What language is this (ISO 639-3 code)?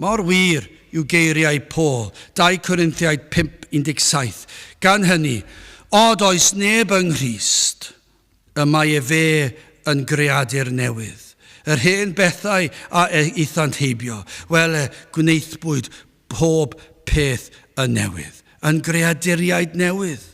cym